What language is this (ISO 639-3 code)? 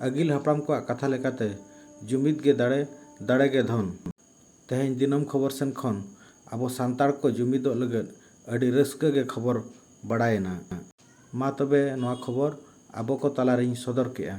sat